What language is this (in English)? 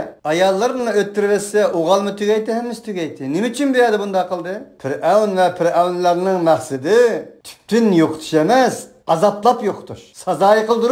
Uyghur